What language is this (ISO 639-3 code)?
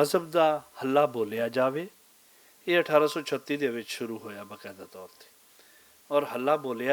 lah